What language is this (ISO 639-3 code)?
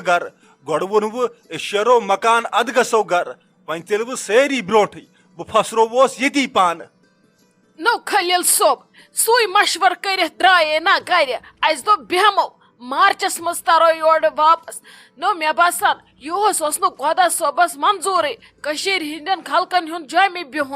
kas